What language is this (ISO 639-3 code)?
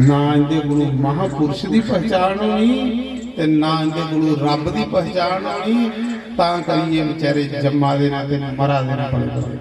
doi